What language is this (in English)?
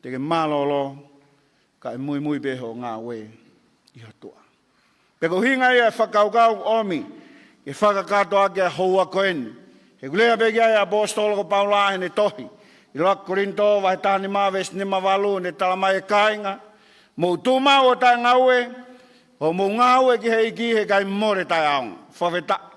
Tongan